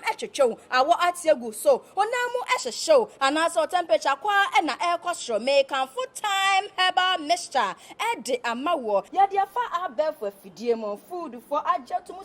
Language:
Akan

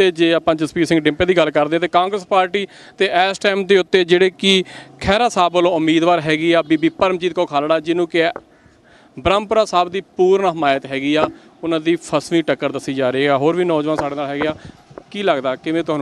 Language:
Punjabi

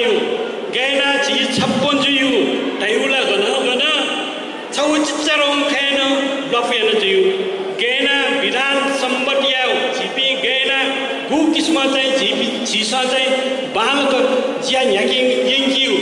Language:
Newari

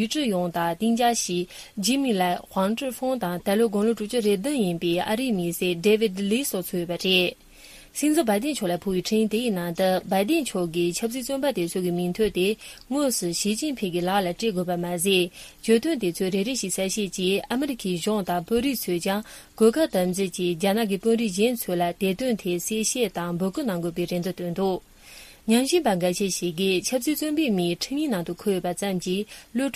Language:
Tibetan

